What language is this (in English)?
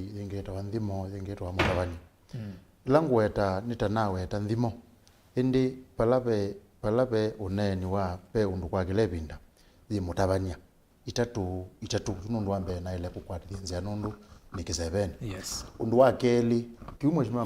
Kamba